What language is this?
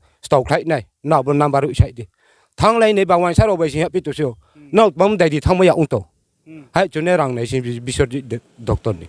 Riang (India)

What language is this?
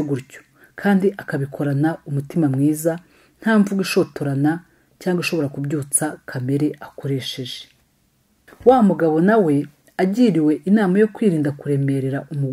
Kinyarwanda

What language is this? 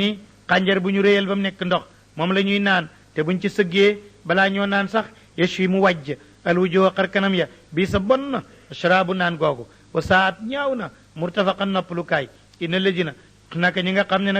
Wolof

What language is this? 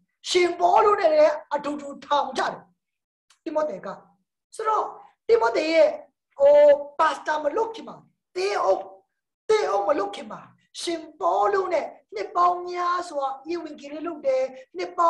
Burmese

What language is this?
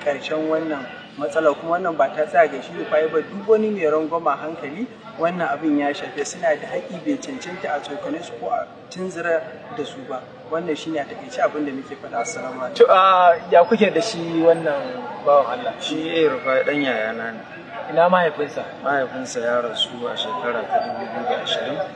Hausa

